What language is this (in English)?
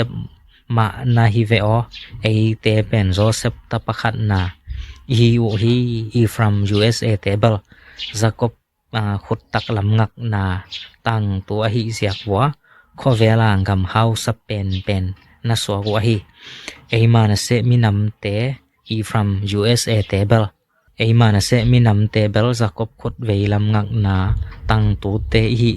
Tedim Chin